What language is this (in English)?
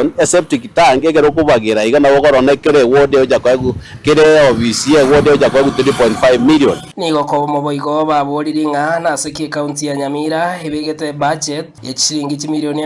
Gusii